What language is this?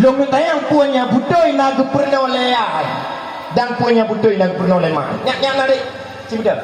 Achinese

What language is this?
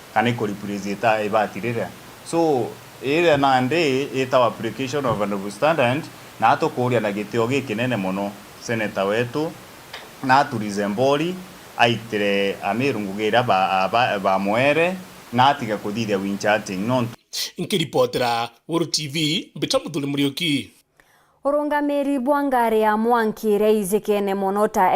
Meru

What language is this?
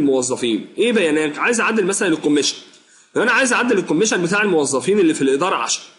Egyptian Arabic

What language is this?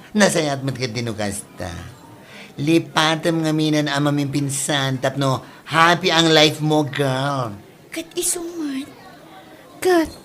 Iloko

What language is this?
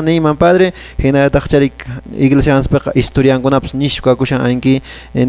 Quechua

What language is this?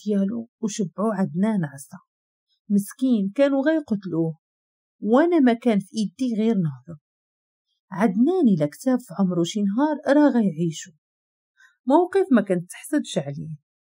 Moroccan Arabic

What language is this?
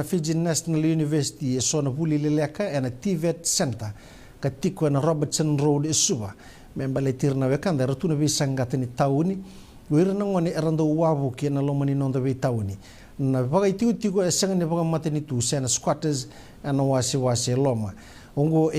Fijian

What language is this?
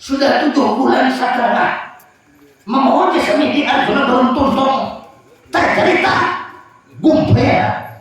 Banjar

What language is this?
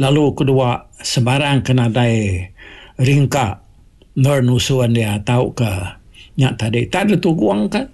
Iban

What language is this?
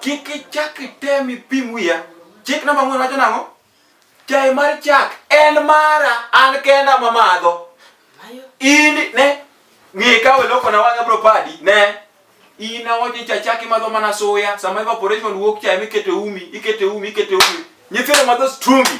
Luo (Kenya and Tanzania)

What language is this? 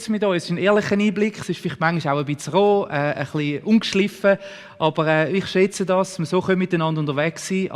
Swiss German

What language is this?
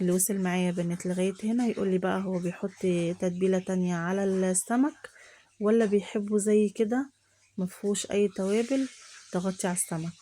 Egyptian Arabic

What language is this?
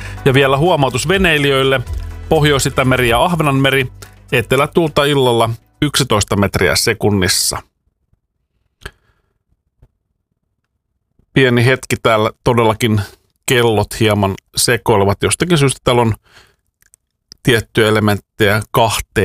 Finnish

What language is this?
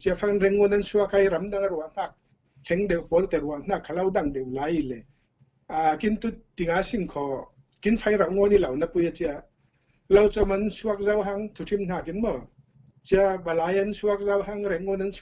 Falam Chin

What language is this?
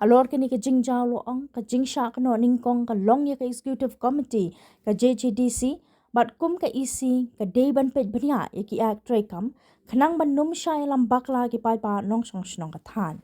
Khasi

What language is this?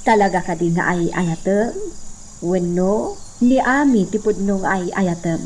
Iloko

